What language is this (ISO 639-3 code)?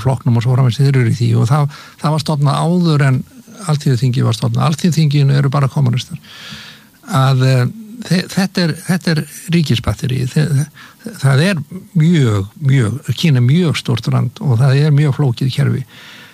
isl